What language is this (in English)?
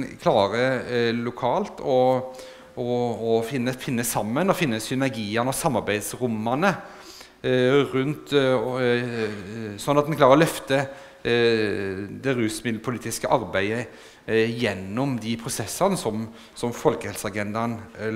Norwegian